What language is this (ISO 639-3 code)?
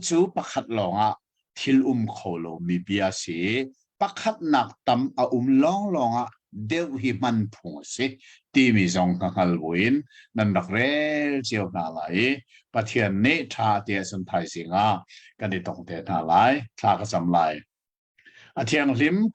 cnh